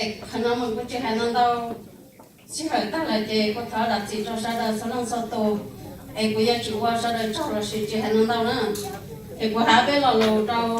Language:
Hmong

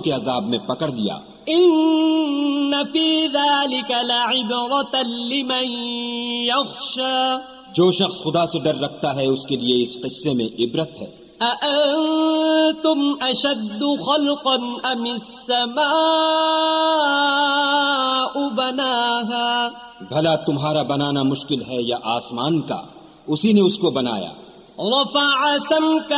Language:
Urdu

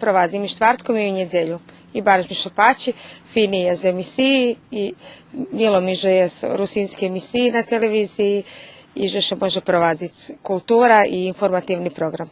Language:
Rusyn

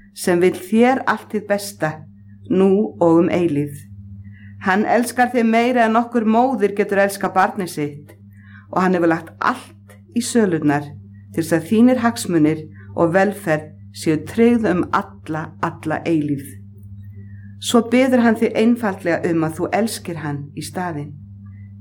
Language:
Icelandic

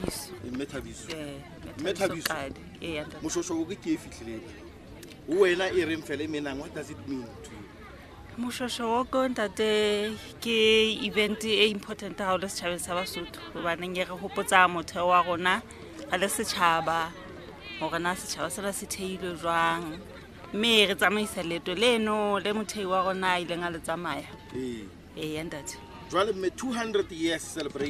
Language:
Southern Sotho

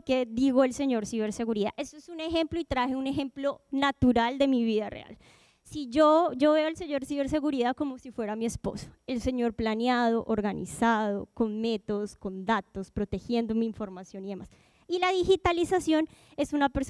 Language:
Spanish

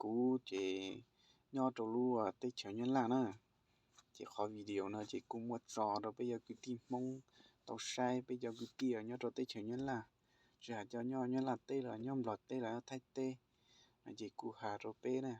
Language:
Hmong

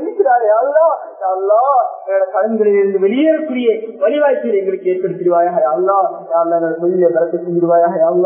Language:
Tamil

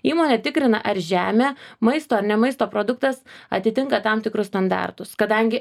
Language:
Lithuanian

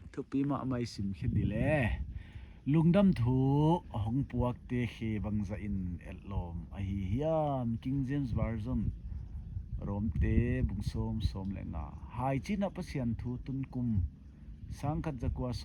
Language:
Paite Chin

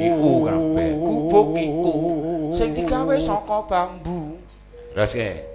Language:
Javanese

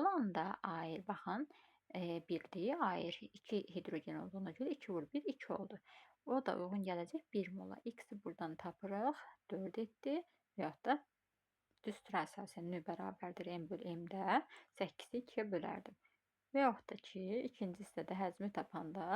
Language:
Azerbaijani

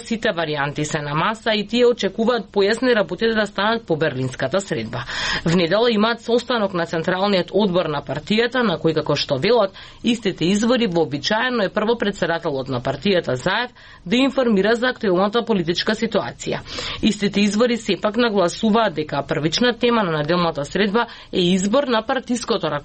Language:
Macedonian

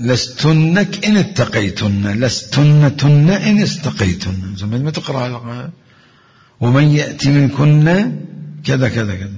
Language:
Mesopotamian Arabic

